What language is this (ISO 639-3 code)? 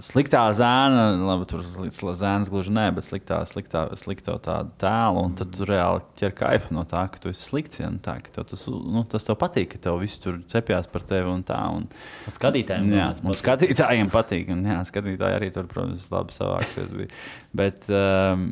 lav